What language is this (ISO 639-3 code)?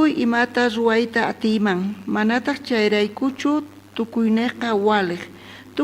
quh